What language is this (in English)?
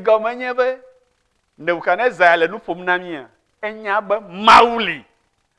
Ewe